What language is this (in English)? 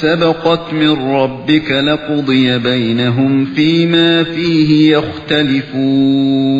Uyghur